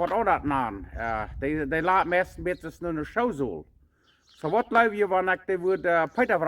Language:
Plautdietsch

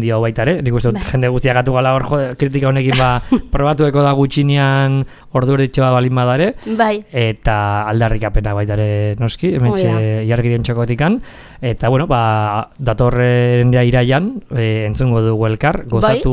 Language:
Basque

